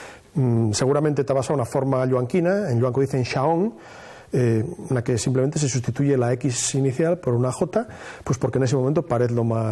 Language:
Asturian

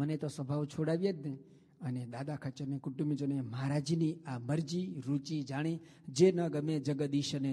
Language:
Gujarati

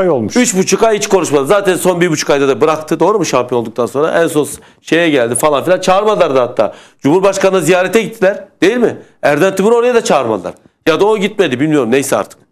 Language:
Turkish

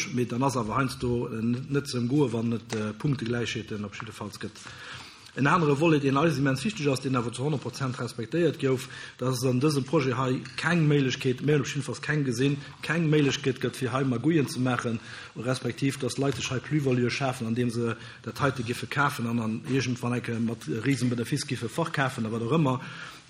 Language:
Luxembourgish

